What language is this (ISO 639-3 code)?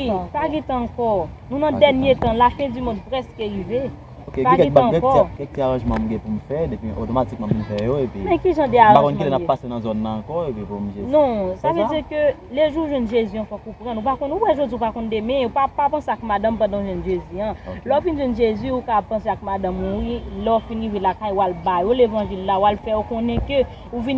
hat